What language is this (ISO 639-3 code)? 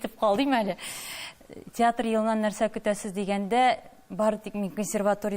tat